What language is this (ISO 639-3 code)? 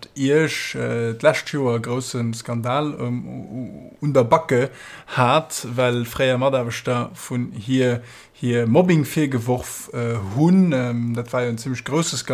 ltz